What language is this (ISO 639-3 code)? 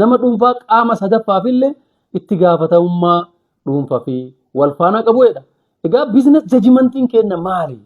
orm